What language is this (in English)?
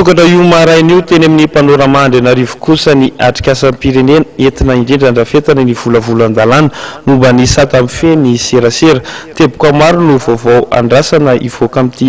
Malagasy